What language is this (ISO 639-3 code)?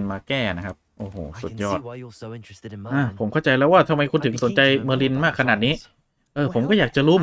tha